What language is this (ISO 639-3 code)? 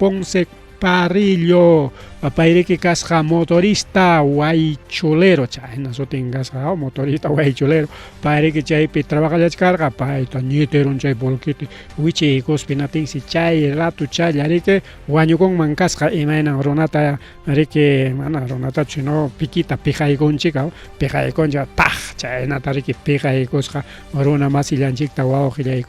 quy